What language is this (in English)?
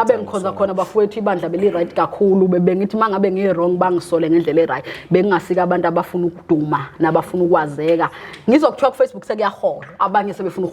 Zulu